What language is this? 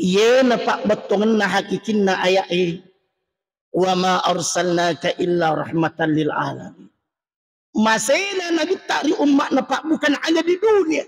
Buginese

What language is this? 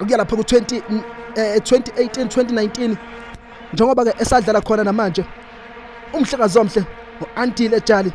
Zulu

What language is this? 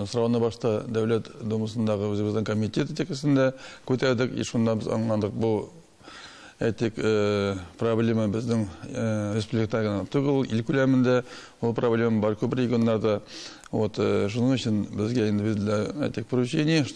Tatar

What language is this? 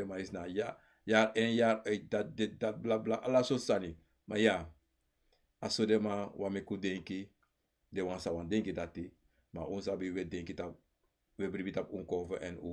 Sranan Tongo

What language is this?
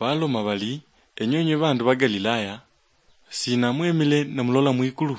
Luyia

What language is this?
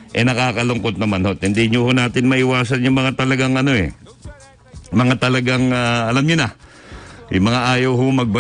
Filipino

